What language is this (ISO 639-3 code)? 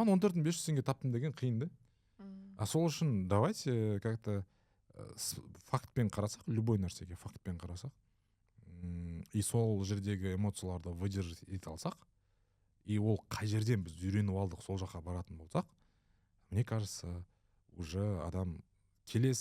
kaz